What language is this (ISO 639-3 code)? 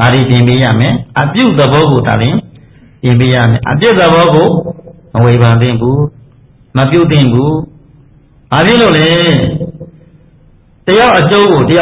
mya